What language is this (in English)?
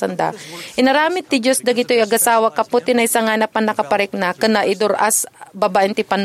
Iloko